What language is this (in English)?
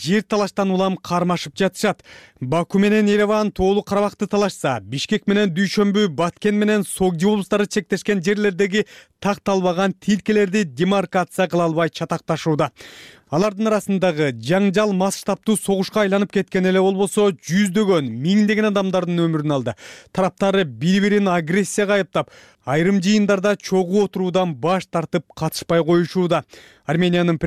Kyrgyz